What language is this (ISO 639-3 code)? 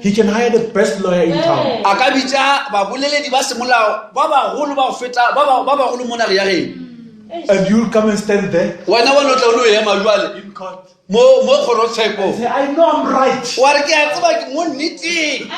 nso